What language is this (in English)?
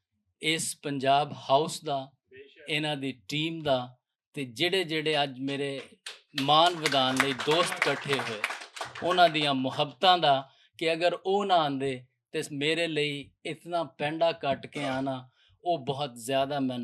Western Panjabi